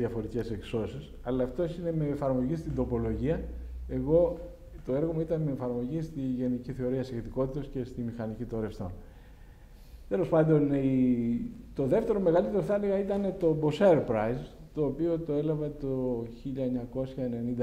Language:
Greek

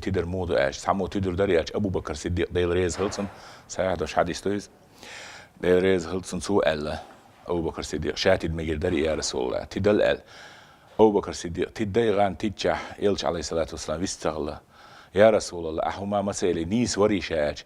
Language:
Chechen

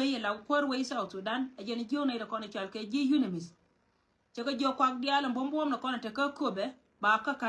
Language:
Nuer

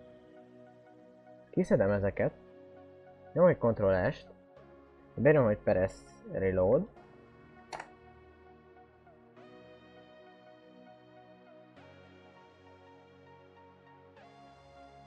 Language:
Hungarian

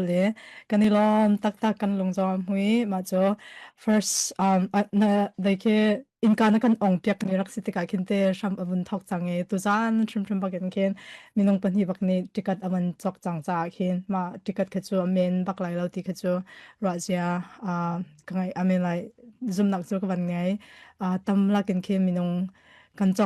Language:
Falam Chin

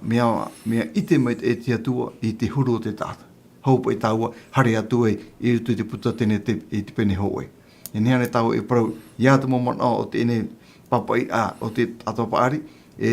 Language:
Tahitian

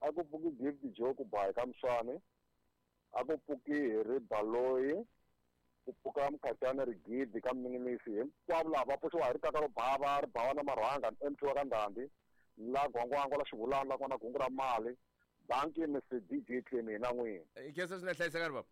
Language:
Tsonga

